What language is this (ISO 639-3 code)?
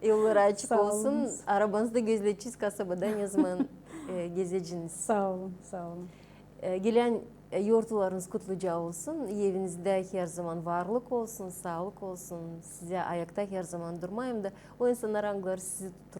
gag